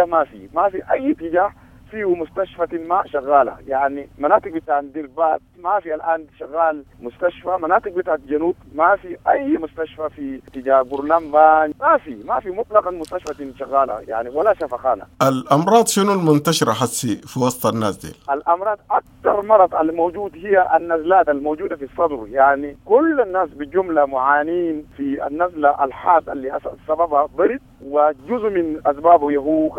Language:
Sudanese Arabic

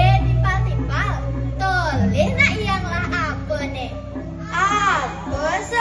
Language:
Balinese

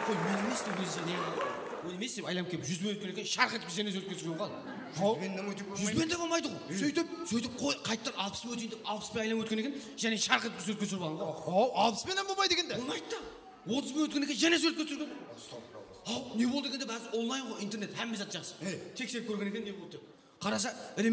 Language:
Kara-Kalpak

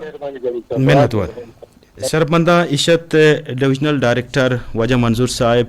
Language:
Eastern Balochi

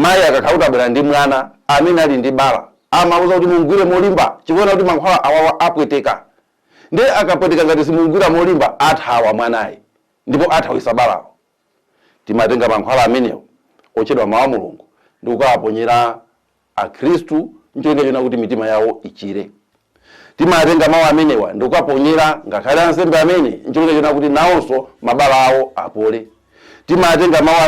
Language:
Nyanja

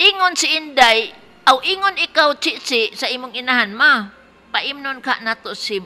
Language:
Cebuano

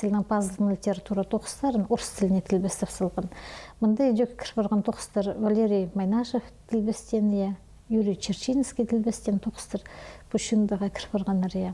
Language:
Khakas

